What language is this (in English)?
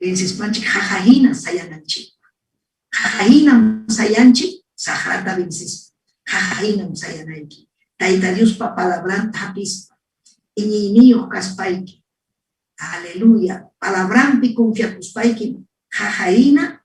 Ayacucho Quechua